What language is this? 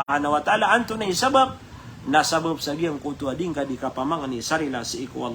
Maranao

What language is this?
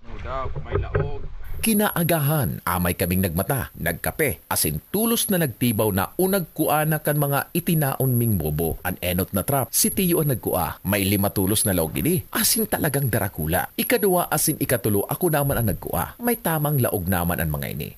Bikol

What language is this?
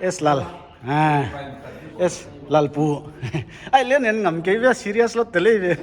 Paite Chin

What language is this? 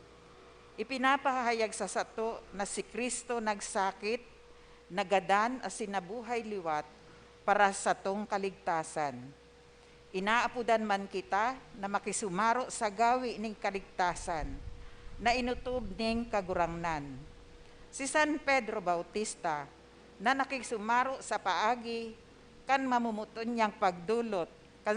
Bikol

